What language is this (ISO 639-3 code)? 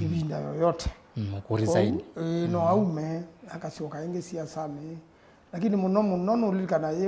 kam